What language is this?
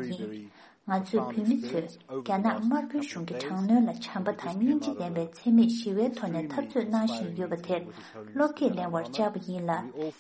Tibetan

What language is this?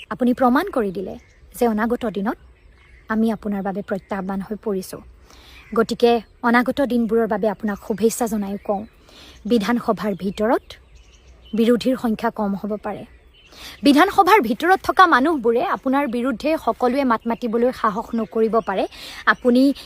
Assamese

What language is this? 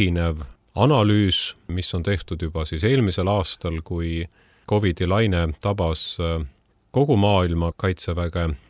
Estonian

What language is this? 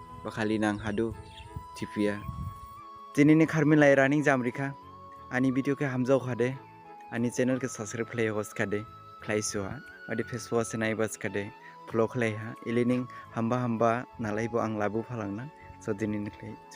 Dimasa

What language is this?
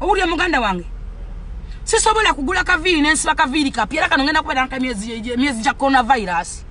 Ganda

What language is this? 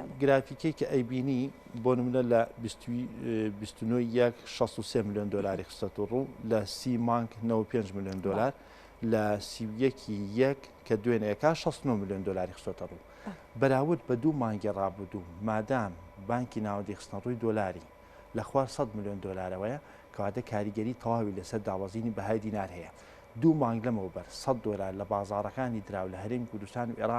Central Kurdish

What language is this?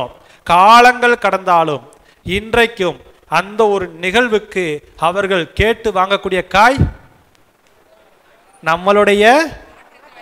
Tamil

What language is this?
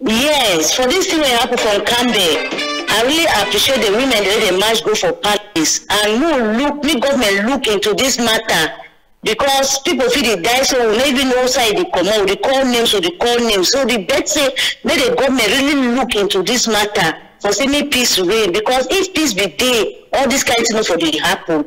Cameroon Pidgin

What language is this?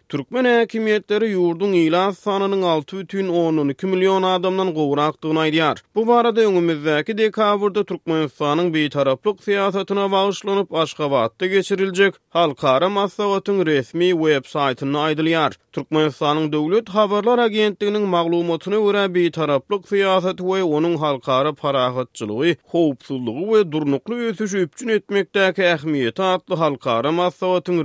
Turkmen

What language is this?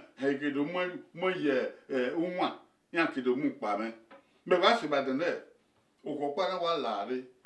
Bini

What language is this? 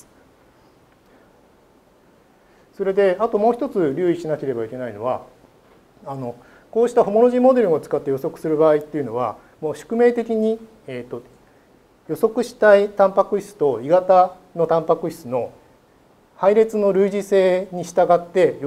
Japanese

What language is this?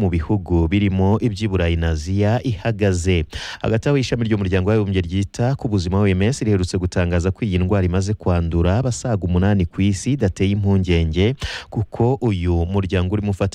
Kinyarwanda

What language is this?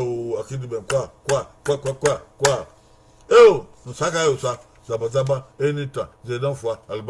Bini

